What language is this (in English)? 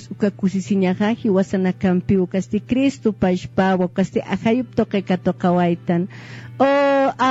Aymara